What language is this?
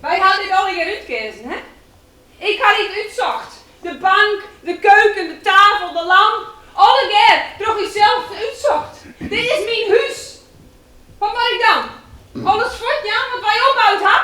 Western Frisian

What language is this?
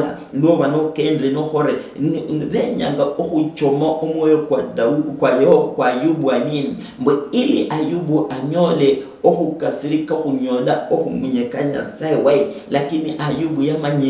Luyia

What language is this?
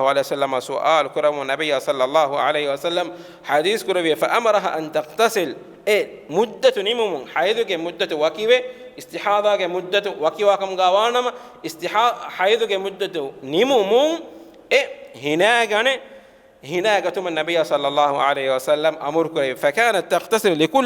Divehi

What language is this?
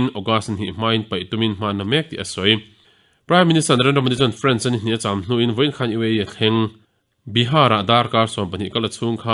Mizo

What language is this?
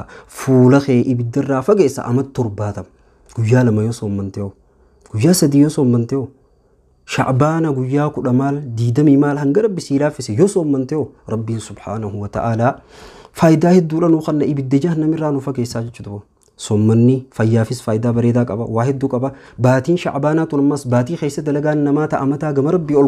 Oromo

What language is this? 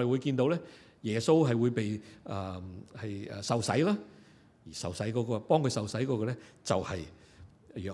Cantonese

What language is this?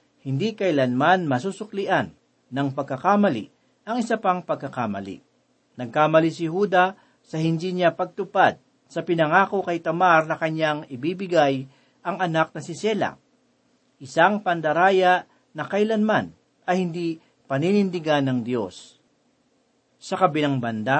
Filipino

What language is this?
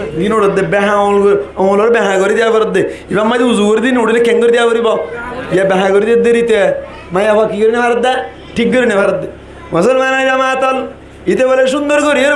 Rohingya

